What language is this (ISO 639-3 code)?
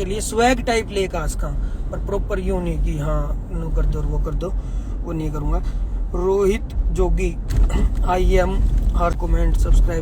bgc